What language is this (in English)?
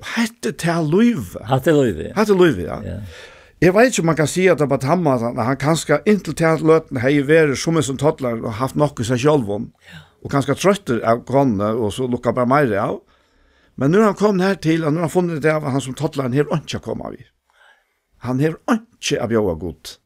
Faroese